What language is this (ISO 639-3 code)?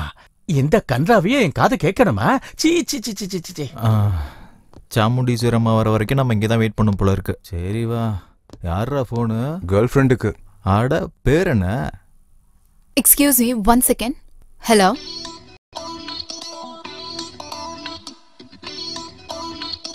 tam